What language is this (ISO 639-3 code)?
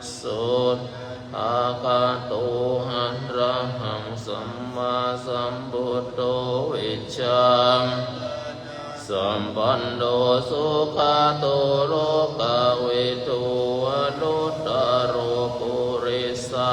pli